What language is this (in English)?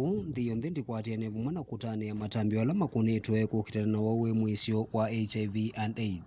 Kamba